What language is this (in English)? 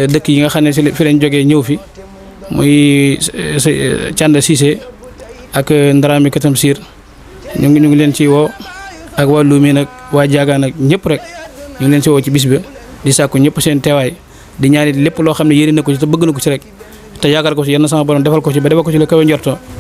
Wolof